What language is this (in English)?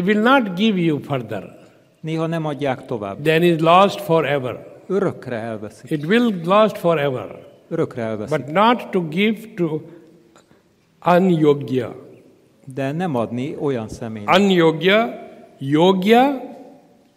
Hungarian